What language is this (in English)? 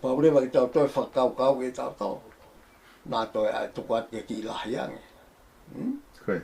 Tongan